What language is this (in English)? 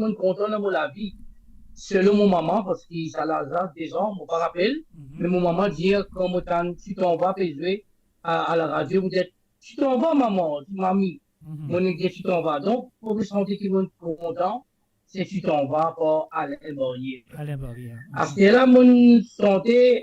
Morisyen